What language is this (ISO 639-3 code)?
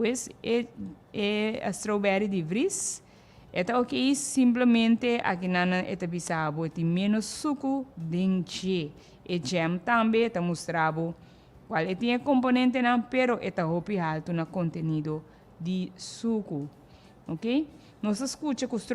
pap